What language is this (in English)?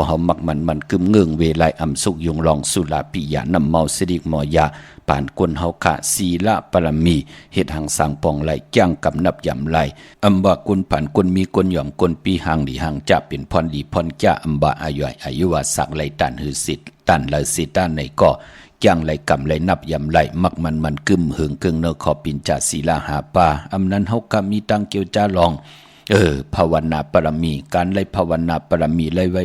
Shan